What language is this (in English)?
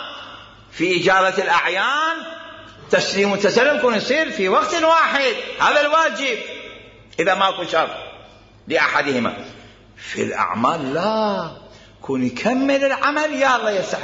Mesopotamian Arabic